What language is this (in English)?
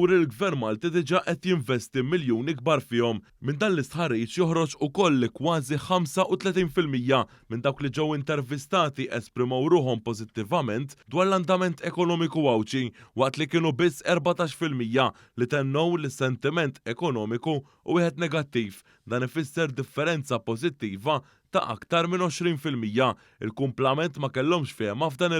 Maltese